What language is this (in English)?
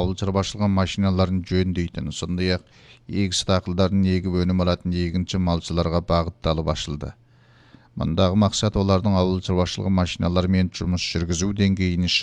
Kazakh